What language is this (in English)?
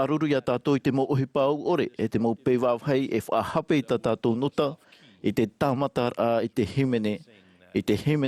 Tahitian